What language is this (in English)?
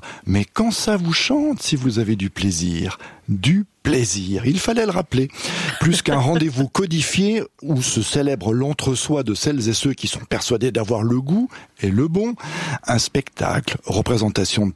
French